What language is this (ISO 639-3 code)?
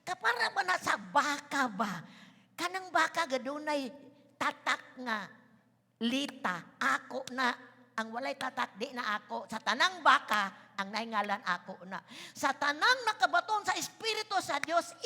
ceb